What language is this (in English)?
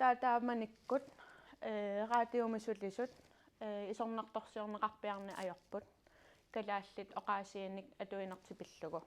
Kalaallisut